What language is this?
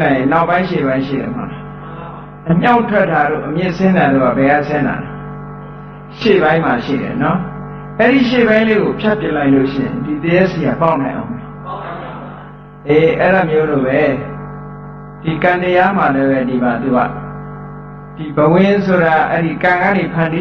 Burmese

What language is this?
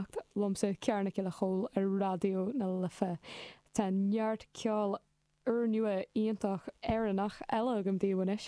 Irish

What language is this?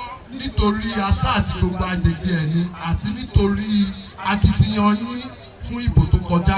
Yoruba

